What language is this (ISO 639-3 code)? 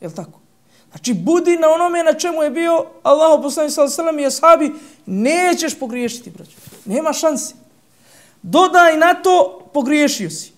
bos